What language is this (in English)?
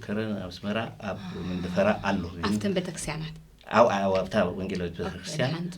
Tigrinya